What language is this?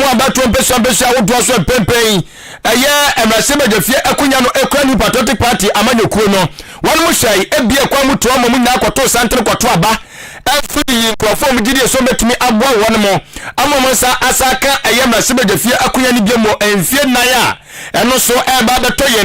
Akan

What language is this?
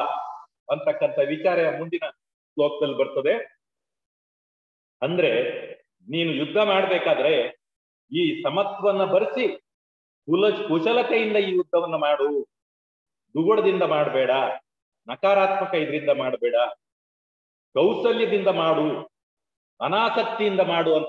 Kannada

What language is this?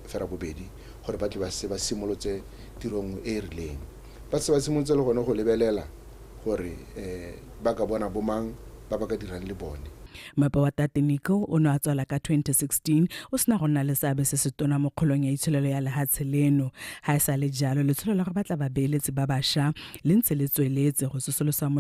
Tswana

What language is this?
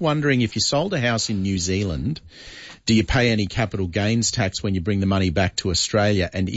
English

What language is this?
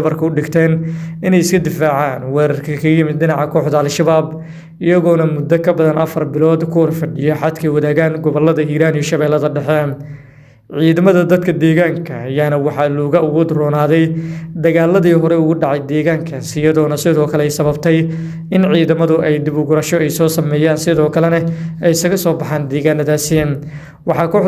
Somali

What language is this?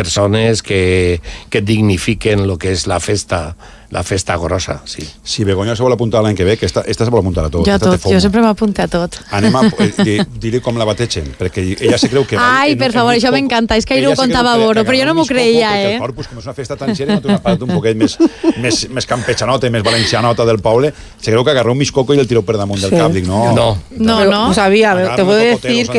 Catalan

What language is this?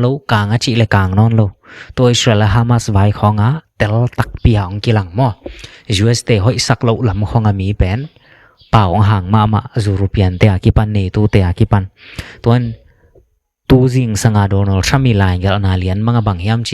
Tedim Chin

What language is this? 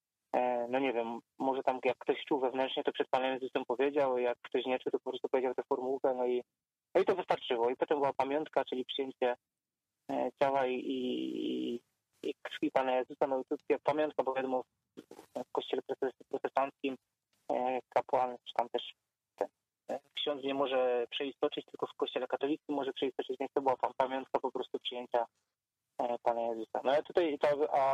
Polish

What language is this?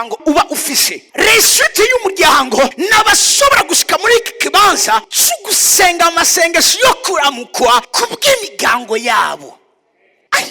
Rundi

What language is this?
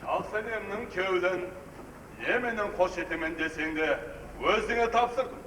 Kara-Kalpak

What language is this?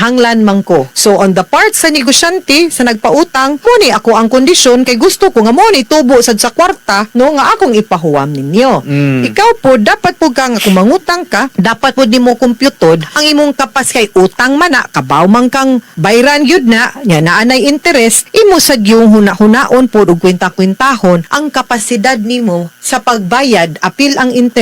Cebuano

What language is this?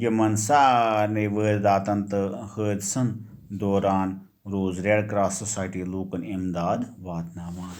Kashmiri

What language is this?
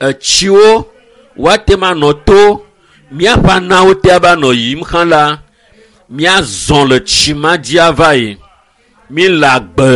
Ewe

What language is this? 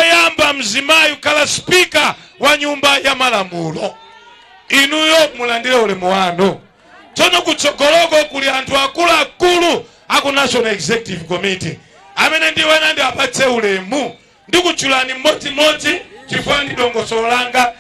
Nyanja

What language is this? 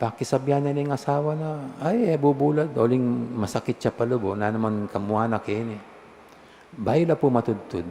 Pampanga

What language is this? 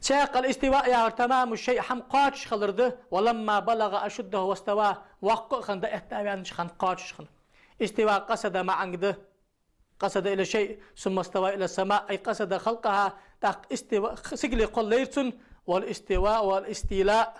Ingush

